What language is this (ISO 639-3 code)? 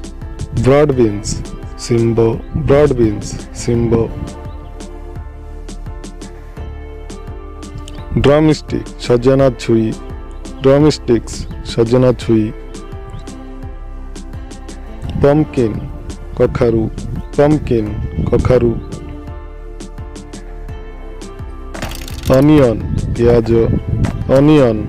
ori